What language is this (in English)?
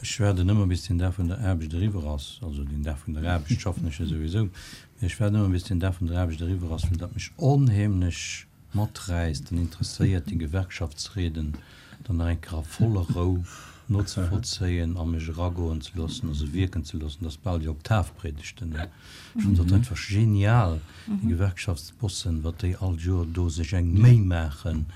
Luxembourgish